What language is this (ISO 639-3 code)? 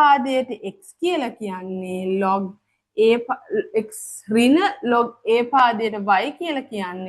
sin